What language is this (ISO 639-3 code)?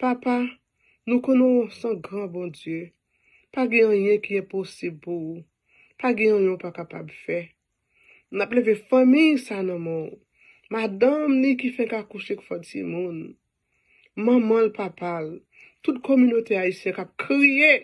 hat